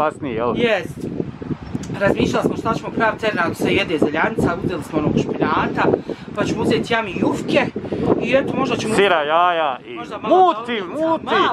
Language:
Bosnian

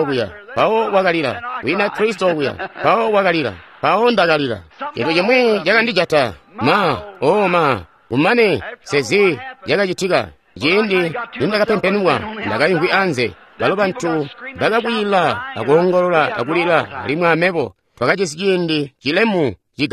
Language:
Tonga (Zambia)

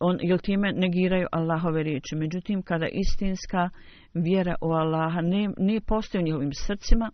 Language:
Bosnian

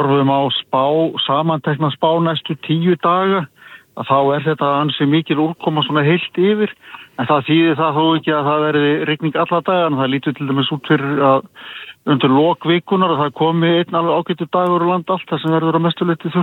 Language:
Icelandic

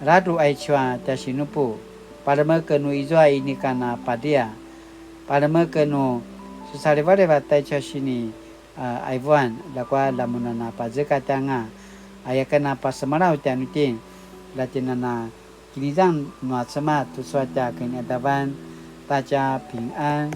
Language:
Paiwan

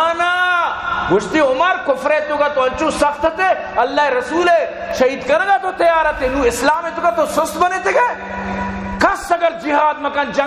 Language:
Eastern Balochi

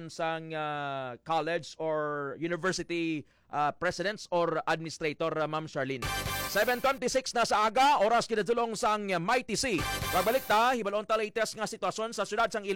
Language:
Hiligaynon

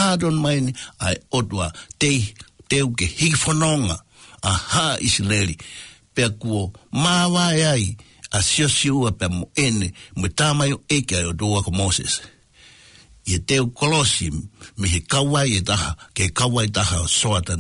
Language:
Tongan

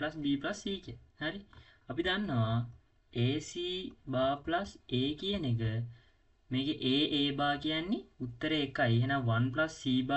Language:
Sinhala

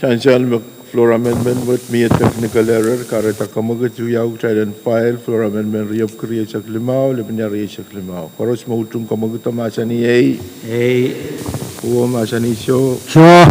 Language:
Pohnpeian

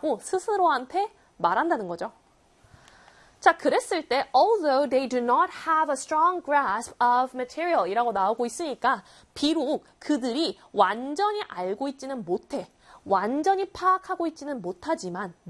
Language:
Korean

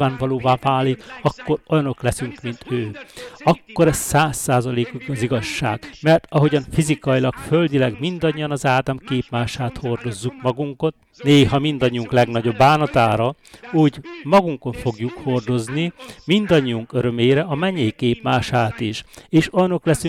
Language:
Hungarian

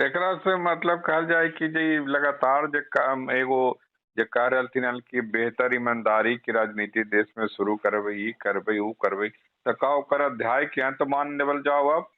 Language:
Magahi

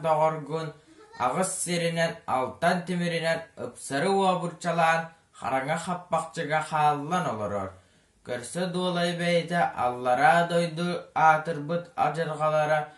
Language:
Yakut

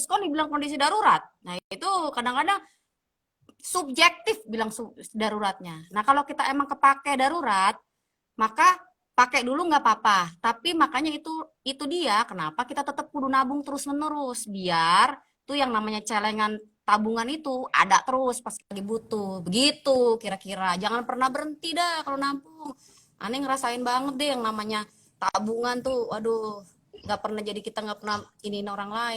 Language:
Betawi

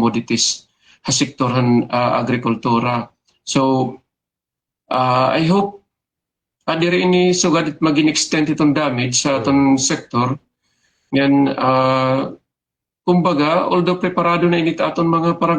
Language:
Waray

